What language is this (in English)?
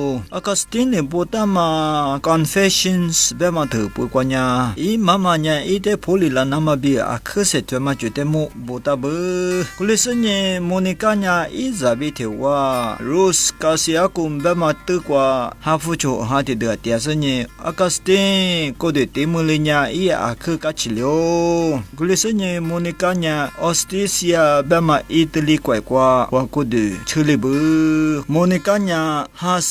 Lisu